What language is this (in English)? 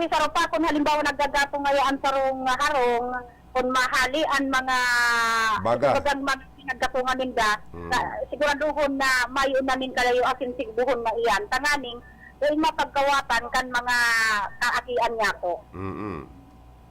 Bikol